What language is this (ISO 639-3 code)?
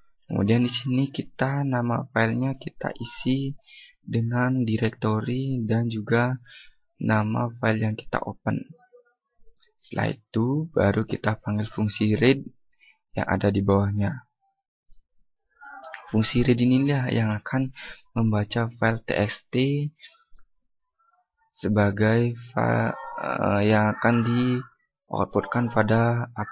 ind